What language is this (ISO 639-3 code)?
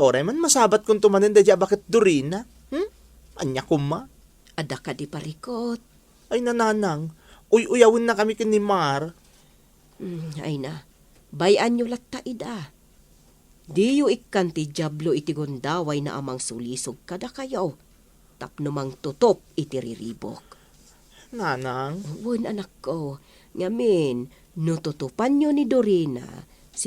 ilo